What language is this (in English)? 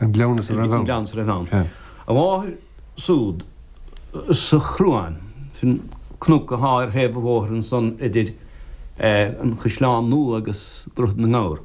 Irish